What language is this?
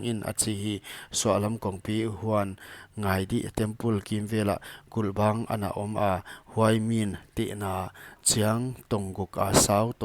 Paite Chin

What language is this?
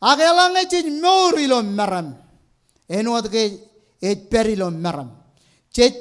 Marshallese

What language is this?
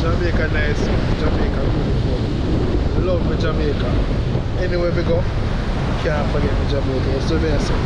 Jamaican Creole English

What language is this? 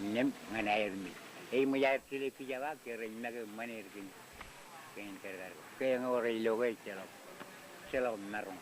Marshallese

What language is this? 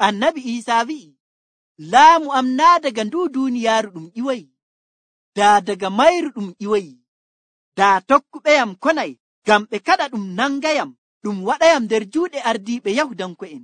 Nigerian Fulfulde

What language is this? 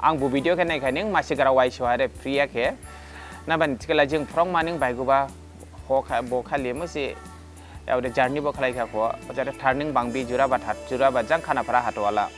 Dimasa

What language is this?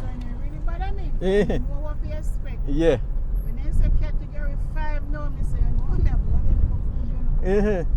Jamaican Creole English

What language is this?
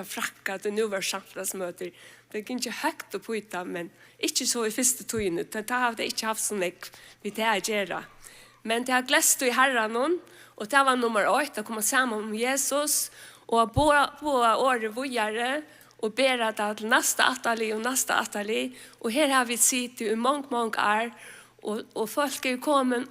Faroese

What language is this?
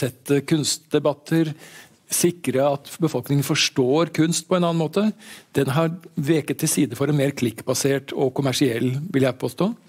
Norwegian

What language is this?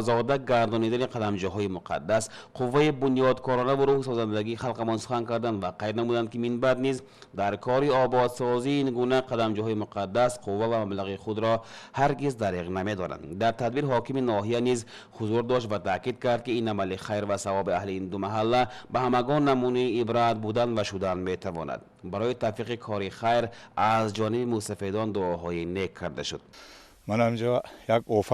Tajik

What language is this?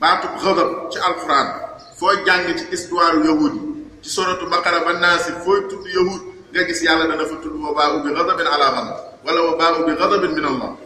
Wolof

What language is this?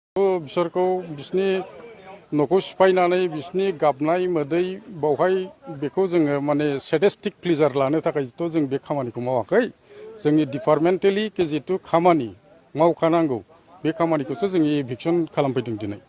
Bodo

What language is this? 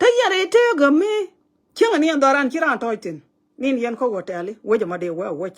Nuer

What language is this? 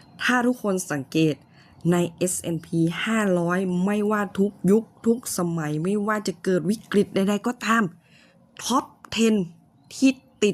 Lao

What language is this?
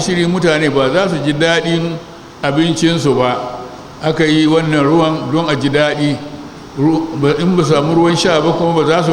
Hausa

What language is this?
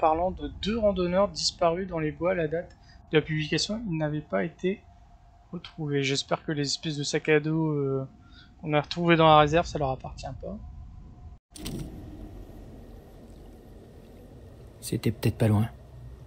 French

